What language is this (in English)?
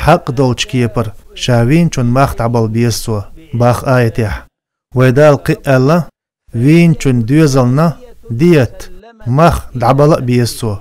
Chechen